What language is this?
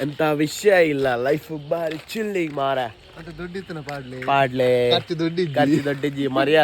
Tulu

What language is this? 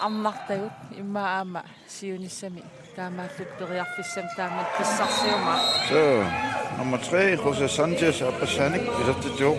Kalaallisut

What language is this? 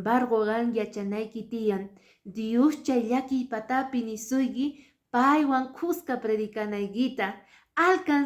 Quechua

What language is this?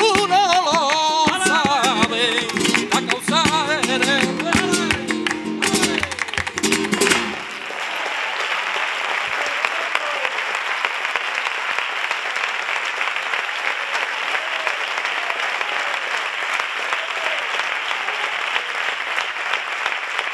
Spanish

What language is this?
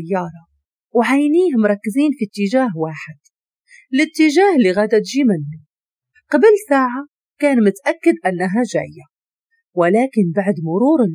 Moroccan Arabic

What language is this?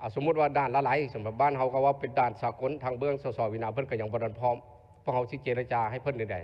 Lao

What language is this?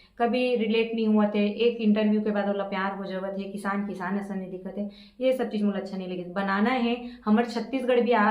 Chhattisgarhi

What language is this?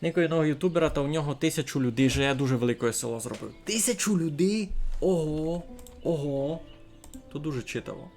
Rusyn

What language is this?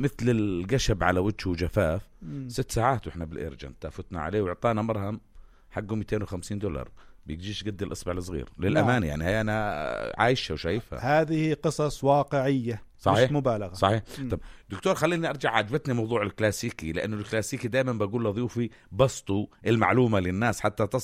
North Levantine Arabic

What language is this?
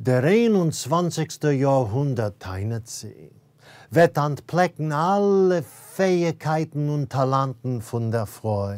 Yiddish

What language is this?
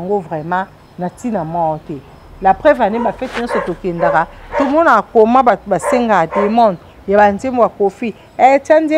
Lingala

